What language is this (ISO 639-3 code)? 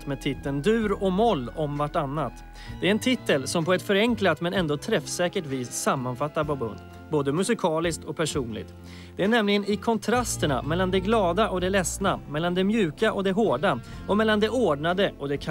swe